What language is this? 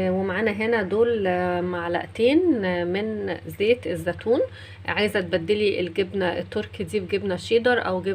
Egyptian Arabic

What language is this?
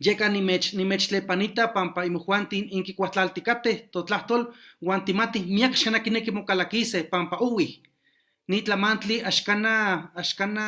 Eastern Huasteca Nahuatl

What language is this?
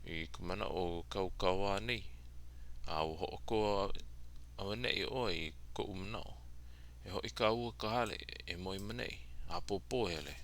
Hawaiian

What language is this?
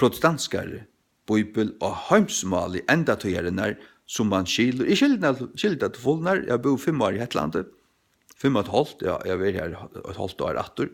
Faroese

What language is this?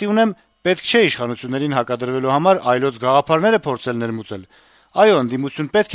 Armenian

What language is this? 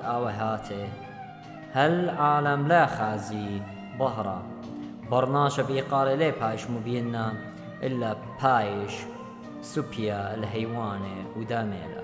Assyrian Neo-Aramaic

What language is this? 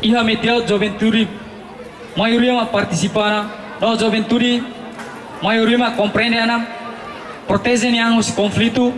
Tetum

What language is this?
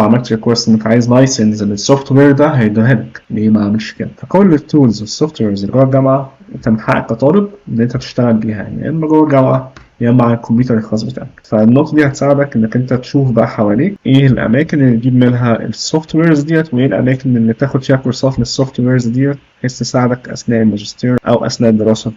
Egyptian Arabic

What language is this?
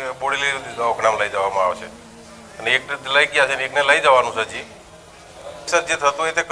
Gujarati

